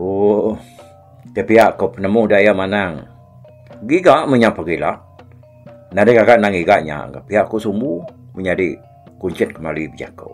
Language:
Iban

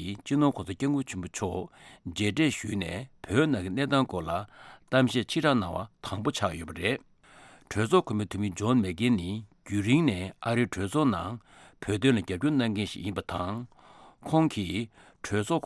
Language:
Tibetan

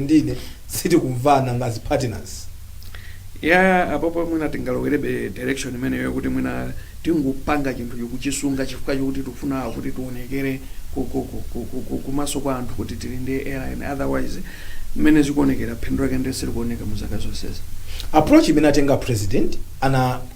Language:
Nyanja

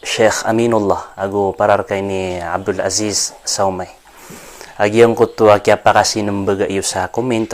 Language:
Maranao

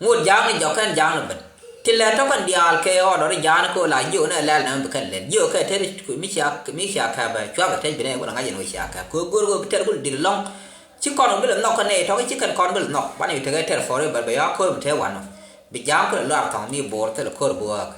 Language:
Nuer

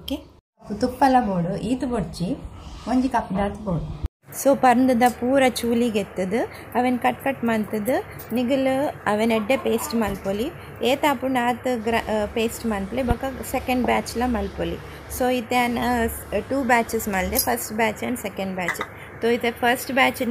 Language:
Tulu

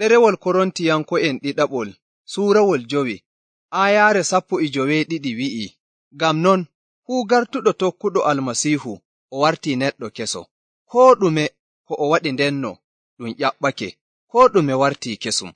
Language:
Nigerian Fulfulde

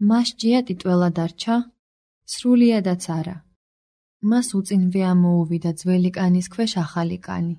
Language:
Georgian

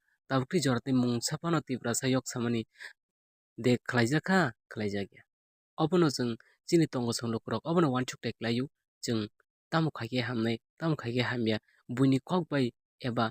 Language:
Kok Borok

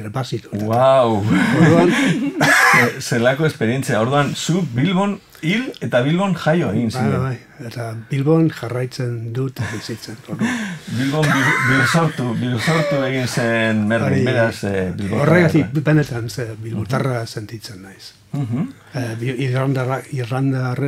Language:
Basque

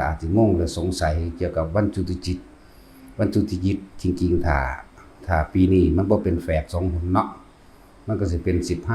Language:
Northeastern Thai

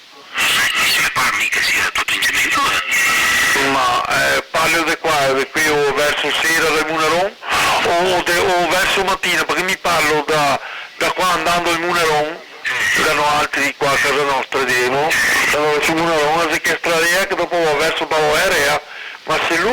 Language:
Venetian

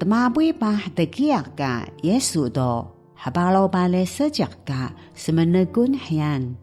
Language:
Taroko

